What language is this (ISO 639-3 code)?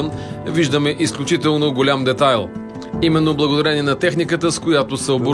bul